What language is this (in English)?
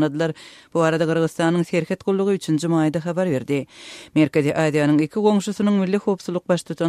Kyrgyz